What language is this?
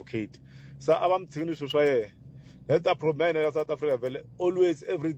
Tsonga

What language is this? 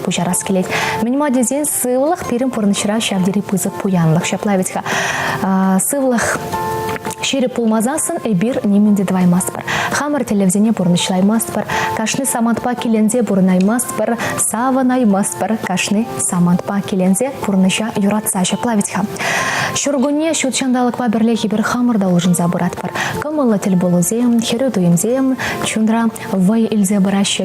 Chuvash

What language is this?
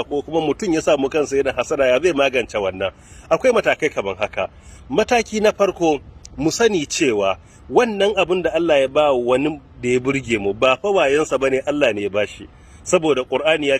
Hausa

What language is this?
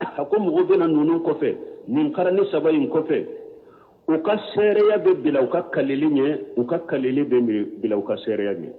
Bambara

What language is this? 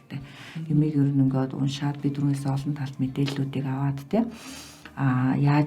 Mongolian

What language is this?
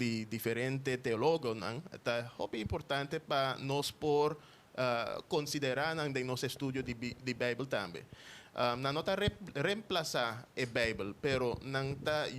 Papiamento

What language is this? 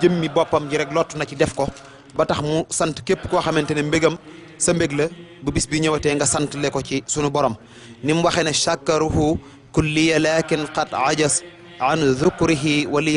Wolof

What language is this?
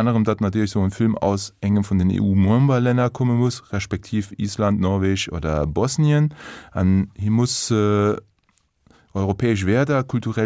Luxembourgish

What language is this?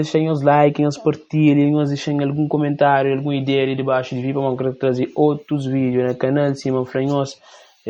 Kabuverdianu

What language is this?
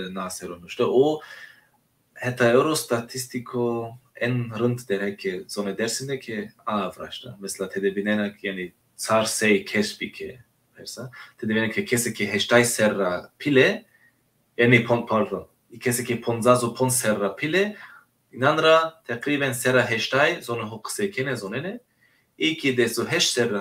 Zaza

